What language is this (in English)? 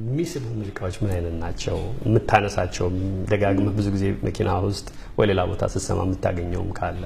Amharic